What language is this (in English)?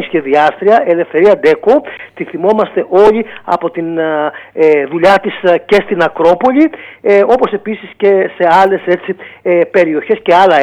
Greek